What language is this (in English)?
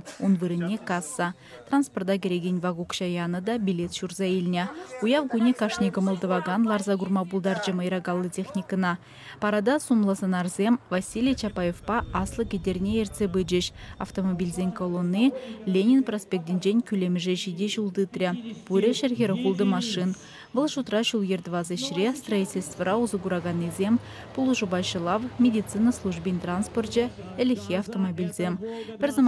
Chuvash